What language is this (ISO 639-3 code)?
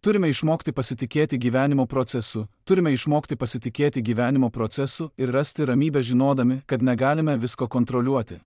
lit